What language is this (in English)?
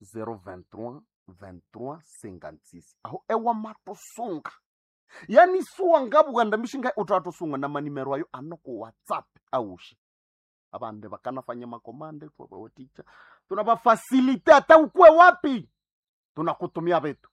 Nande